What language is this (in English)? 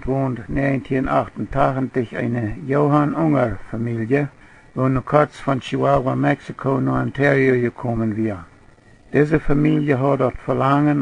Plautdietsch